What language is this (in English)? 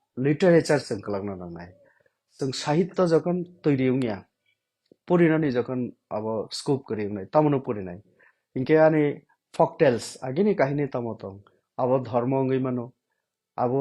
Kok Borok